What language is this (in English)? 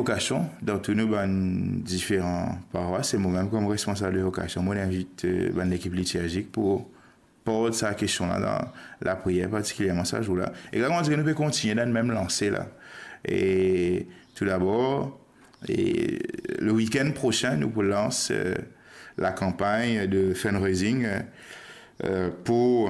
Morisyen